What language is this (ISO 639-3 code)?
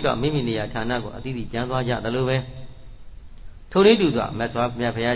mya